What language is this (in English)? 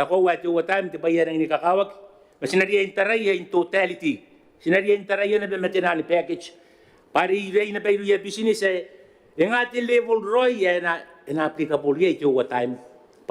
Gilbertese